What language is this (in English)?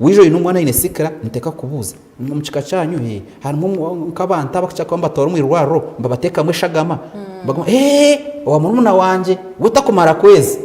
Nyankole